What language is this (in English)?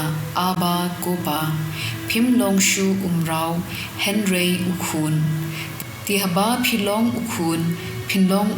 Khasi